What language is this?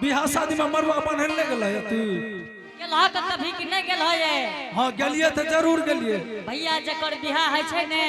Angika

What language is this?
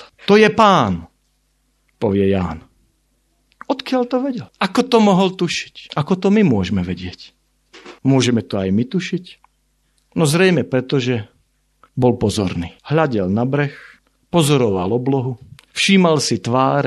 Slovak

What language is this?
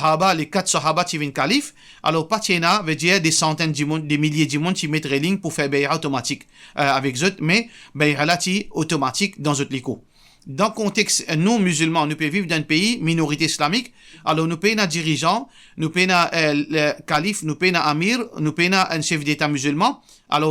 Morisyen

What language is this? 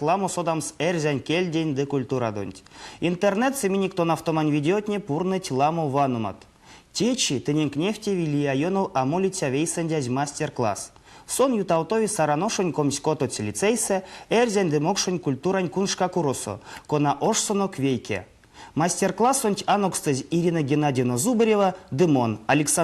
Erzya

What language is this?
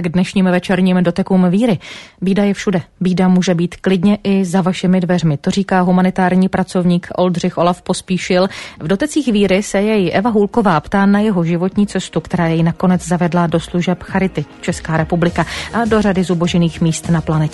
Czech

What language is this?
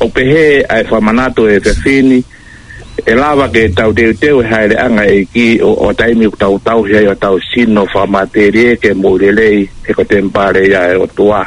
Tongan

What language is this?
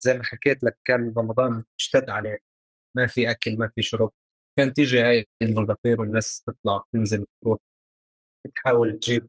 North Levantine Arabic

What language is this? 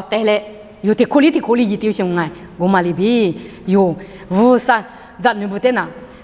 Lisu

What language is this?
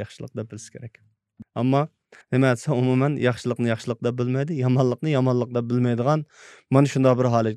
Uyghur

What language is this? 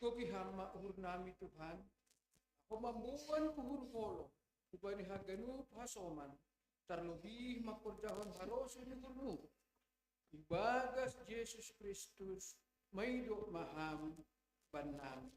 Batak Simalungun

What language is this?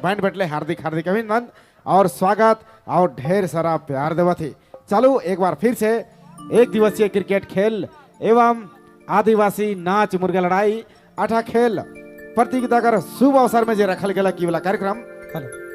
Sadri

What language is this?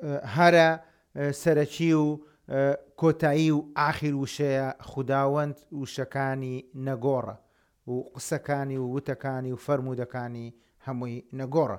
Central Kurdish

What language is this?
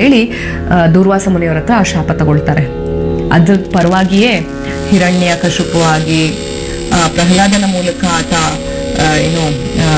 Kannada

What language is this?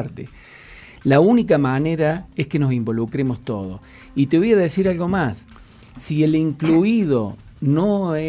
Spanish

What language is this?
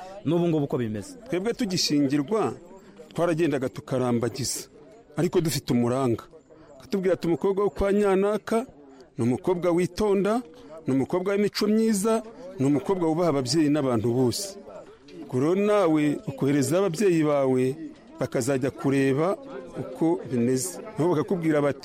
Kinyarwanda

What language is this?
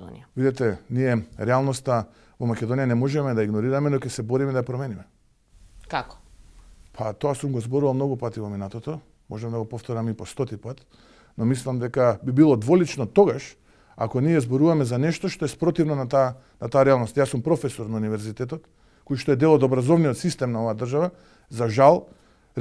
Macedonian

